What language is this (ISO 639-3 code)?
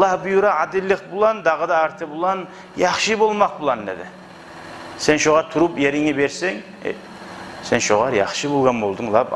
kum